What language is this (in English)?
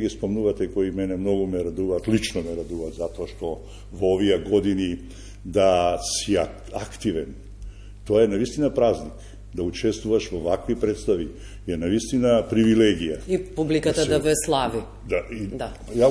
Macedonian